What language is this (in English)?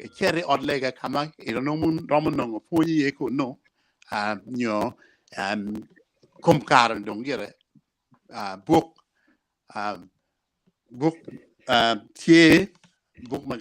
Acoli